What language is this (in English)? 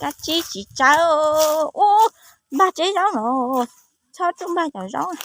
Hmong